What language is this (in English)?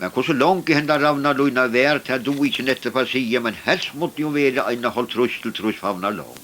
Faroese